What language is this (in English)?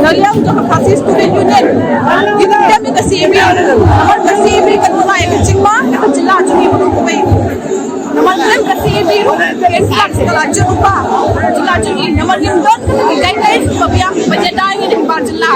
Khasi